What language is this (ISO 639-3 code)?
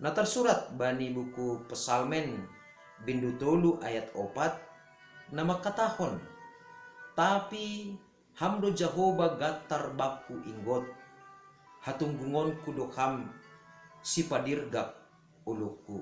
bts